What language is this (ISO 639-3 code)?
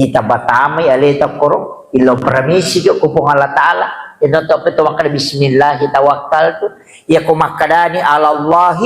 bug